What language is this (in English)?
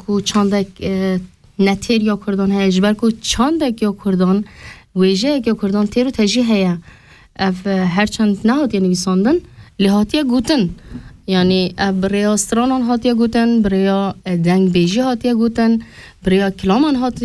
Kurdish